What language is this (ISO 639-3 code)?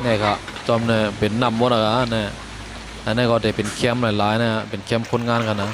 shn